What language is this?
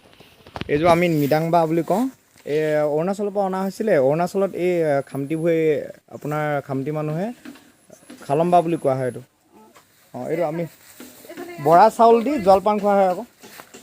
Assamese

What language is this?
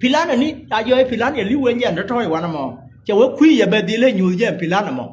Nuer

